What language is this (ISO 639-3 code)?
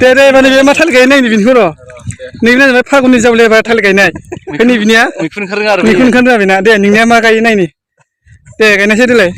brx